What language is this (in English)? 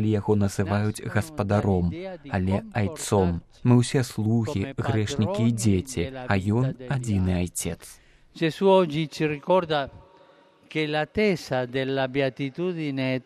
Belarusian